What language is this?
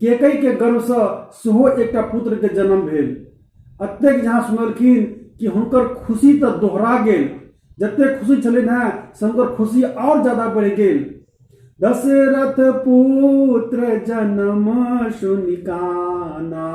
Maithili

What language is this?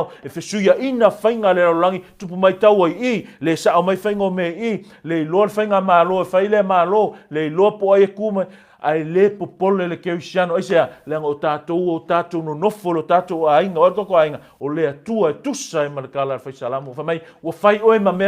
Samoan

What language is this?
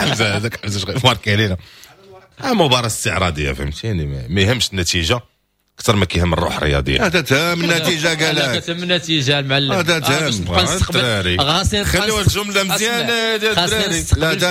Moroccan Arabic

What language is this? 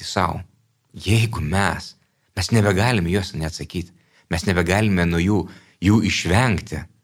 Lithuanian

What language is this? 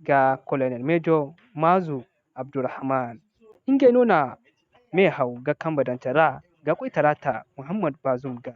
Zarma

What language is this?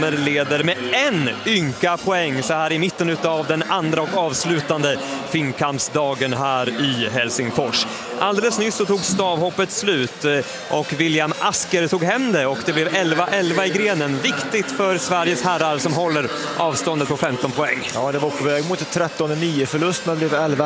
Swedish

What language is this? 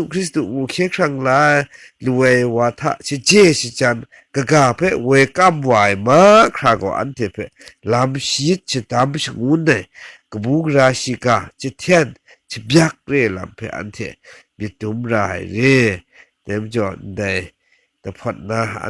Kachin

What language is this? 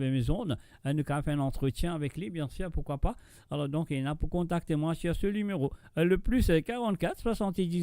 Morisyen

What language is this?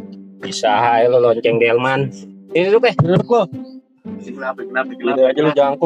Betawi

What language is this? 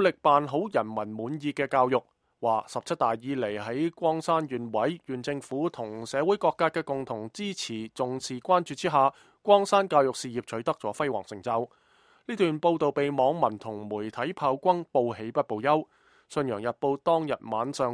Cantonese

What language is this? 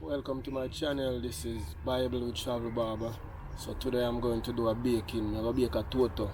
Jamaican Creole English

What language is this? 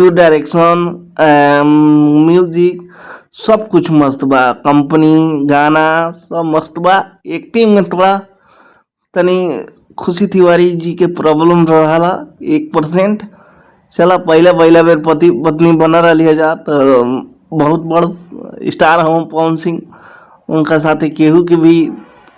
Bhojpuri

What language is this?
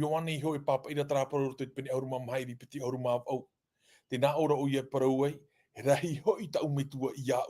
Tahitian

